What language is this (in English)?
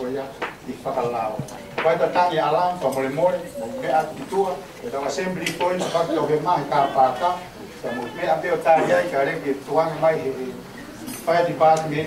Tongan